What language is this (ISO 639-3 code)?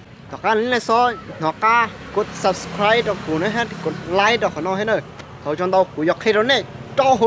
hmn